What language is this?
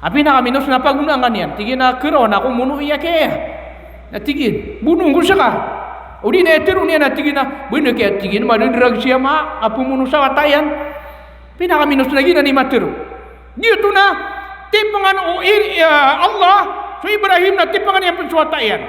Maranao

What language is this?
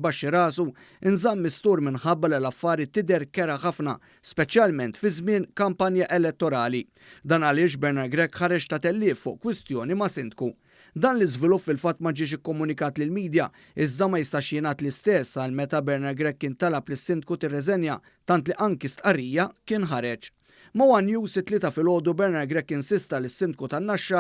Maltese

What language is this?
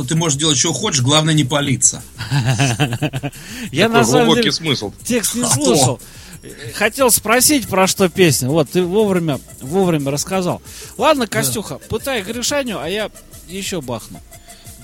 Russian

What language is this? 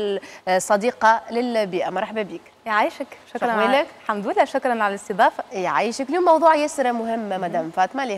Tunisian Arabic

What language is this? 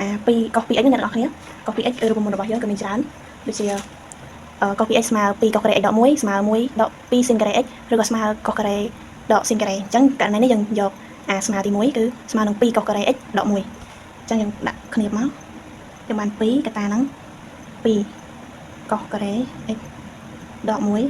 Khmer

